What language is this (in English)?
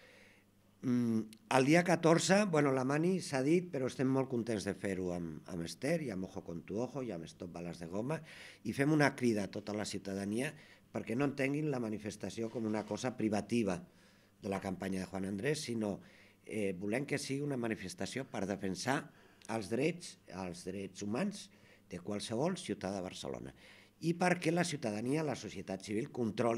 Catalan